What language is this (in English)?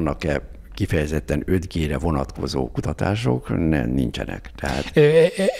Hungarian